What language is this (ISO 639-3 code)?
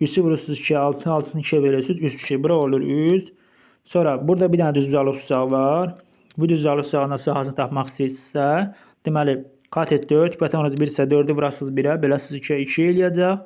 aze